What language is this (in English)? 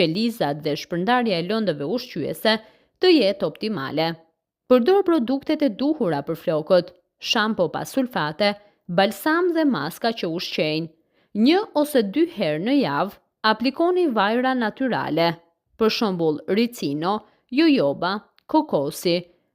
Albanian